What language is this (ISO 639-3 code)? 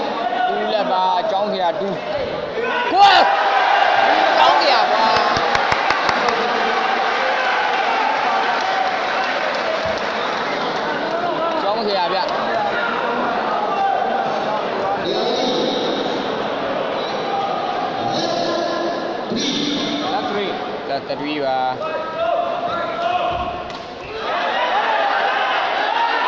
mya